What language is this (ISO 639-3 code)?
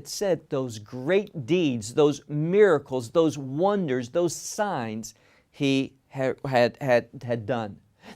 eng